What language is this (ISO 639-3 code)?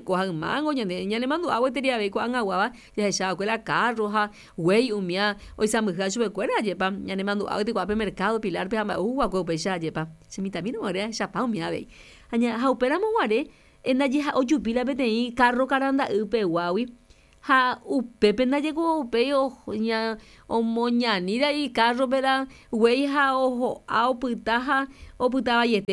grn